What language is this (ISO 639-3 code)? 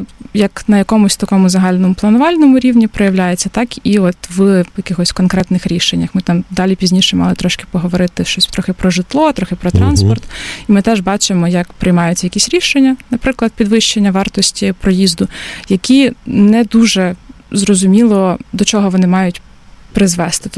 ukr